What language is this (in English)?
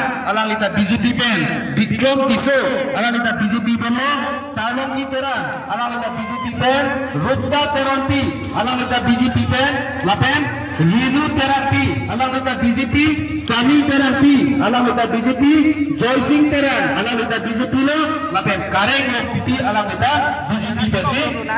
Karbi